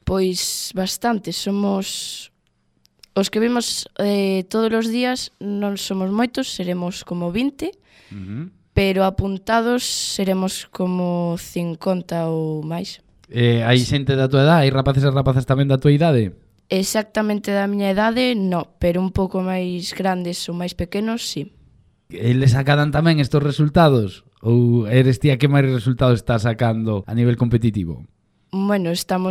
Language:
Galician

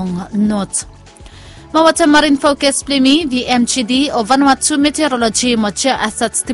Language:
Bislama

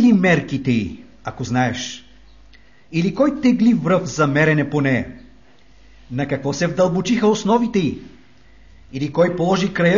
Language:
Bulgarian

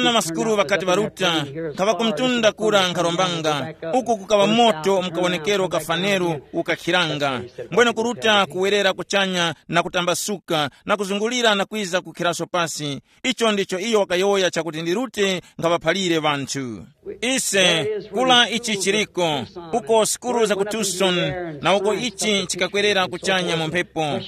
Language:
Tumbuka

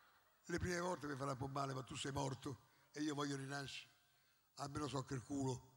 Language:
Italian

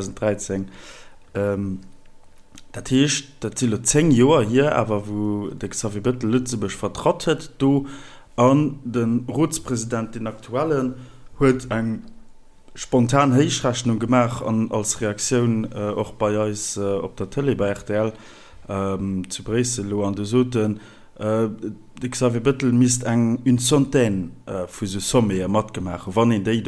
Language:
Luxembourgish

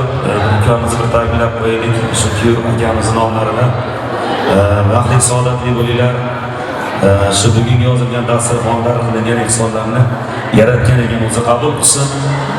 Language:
Uzbek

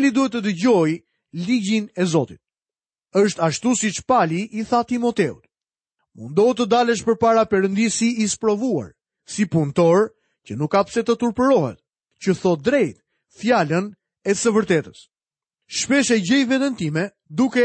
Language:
Albanian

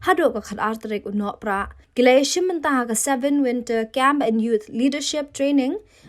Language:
Khasi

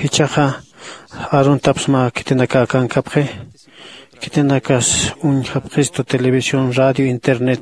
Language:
Aymara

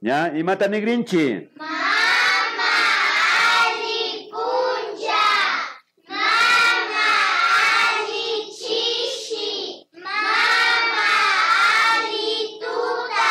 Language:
Imbabura Highland Quichua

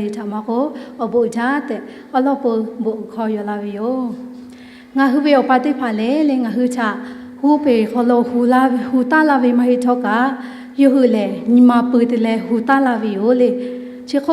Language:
Lahu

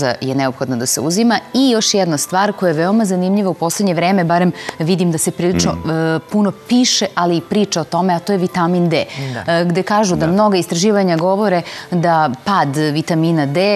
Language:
Serbian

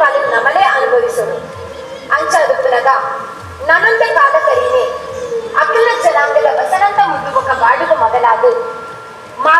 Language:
Tulu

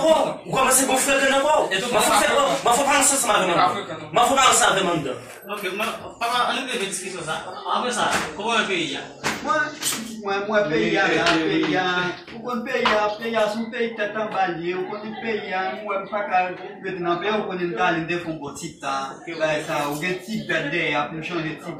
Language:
Haitian Creole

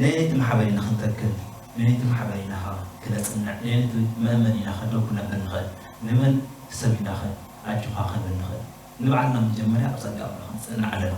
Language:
Tigrinya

